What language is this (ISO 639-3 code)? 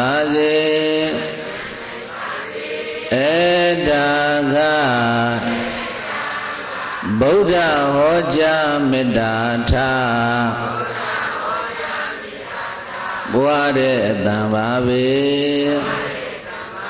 mya